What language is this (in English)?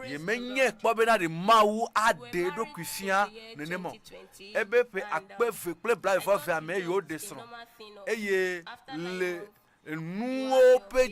Ewe